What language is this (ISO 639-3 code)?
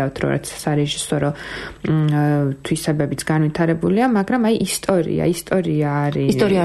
kat